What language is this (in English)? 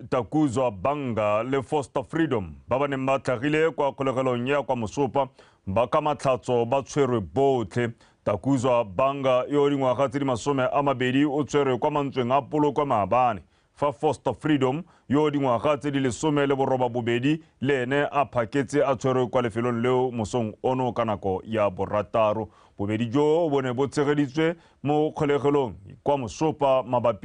Tswana